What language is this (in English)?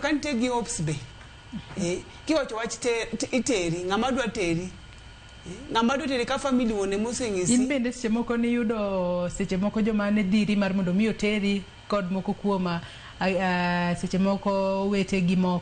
Luo (Kenya and Tanzania)